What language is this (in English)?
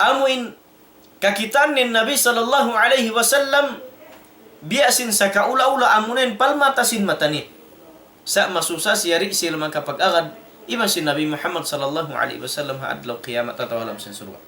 Tausug